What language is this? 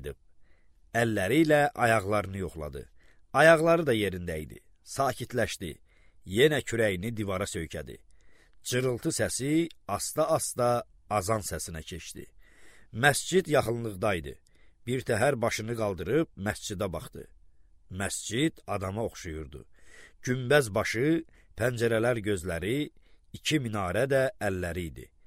Azerbaijani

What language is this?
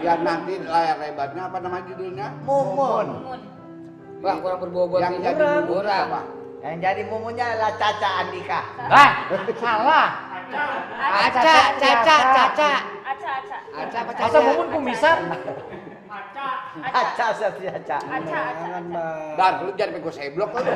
Betawi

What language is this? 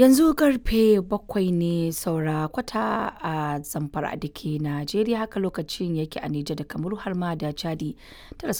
Hausa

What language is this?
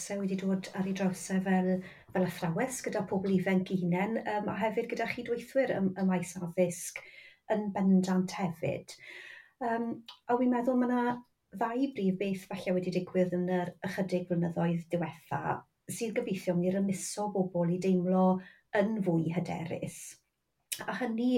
Welsh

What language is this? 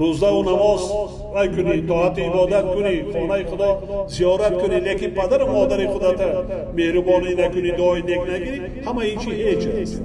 Tajik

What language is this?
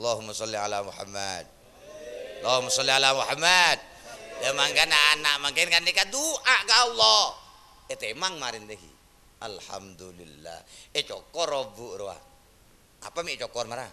Madurese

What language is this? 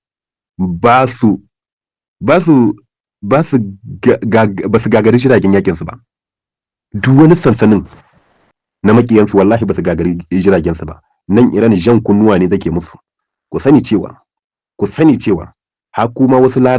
Hausa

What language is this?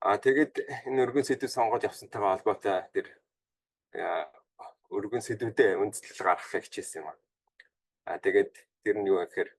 Mongolian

